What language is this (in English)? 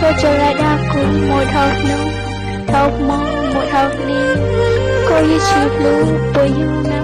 Hmong